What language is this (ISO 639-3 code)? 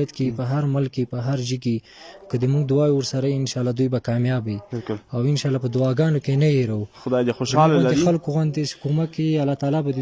pus